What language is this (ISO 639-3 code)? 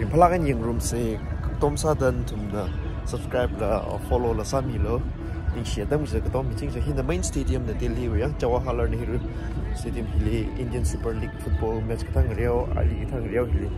nmf